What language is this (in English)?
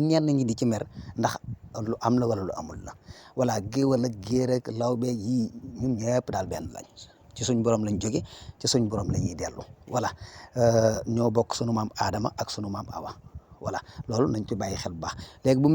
Wolof